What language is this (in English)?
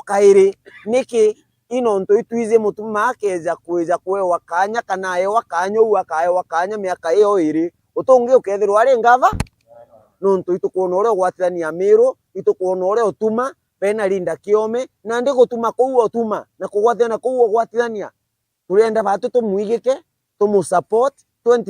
Meru